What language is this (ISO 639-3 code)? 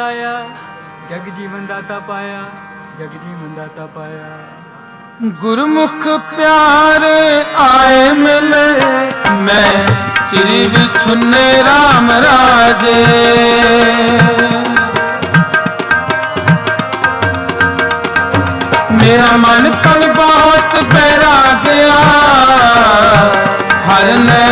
pan